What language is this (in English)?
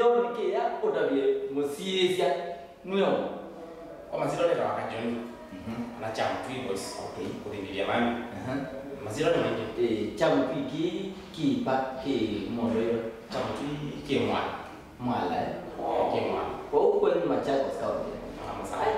Kamba